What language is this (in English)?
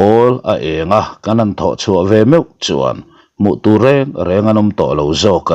Mizo